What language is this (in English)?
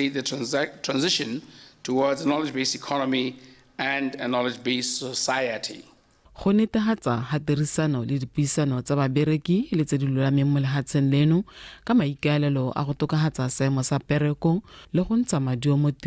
Tswana